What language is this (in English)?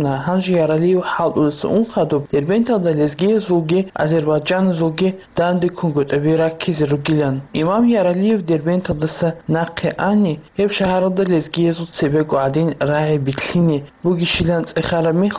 Avaric